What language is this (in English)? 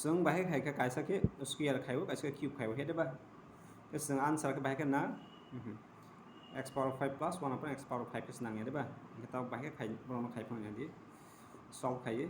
Kok Borok